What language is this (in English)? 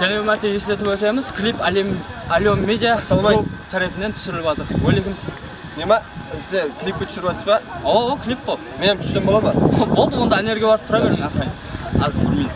Kara-Kalpak